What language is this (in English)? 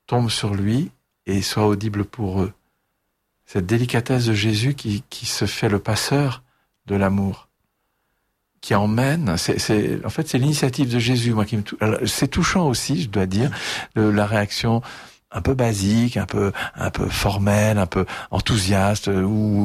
French